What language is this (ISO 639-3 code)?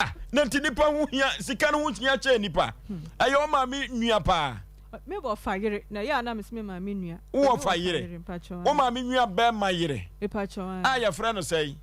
aka